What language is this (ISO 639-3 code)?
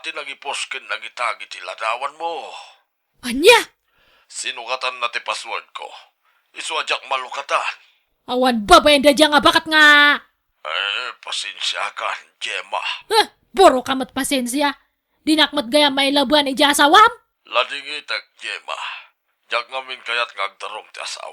ilo